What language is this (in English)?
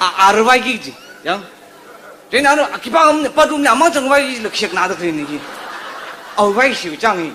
Tangkhul Naga (India)